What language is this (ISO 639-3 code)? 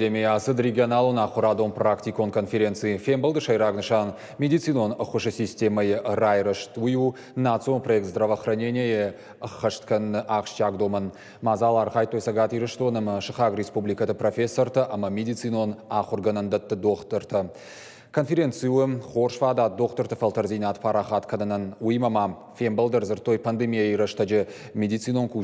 oss